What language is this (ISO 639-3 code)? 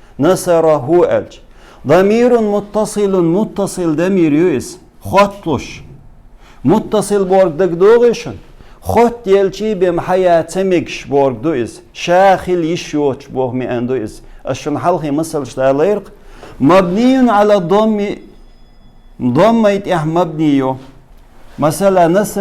che